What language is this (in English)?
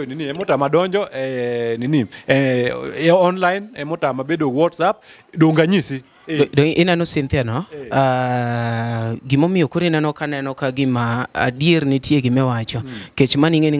Luo (Kenya and Tanzania)